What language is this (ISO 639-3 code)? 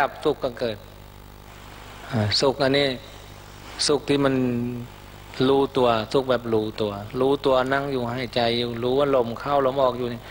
tha